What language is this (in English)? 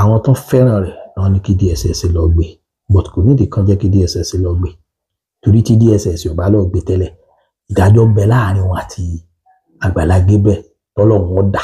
Yoruba